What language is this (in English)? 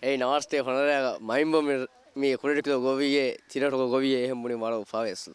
Divehi